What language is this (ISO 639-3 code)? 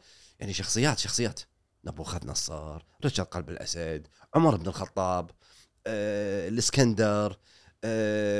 afb